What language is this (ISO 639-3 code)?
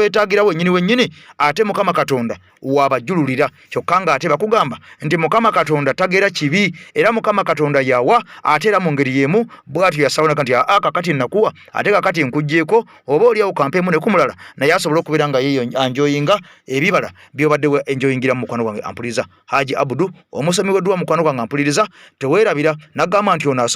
lug